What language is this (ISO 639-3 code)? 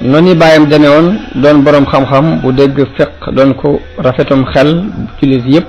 wol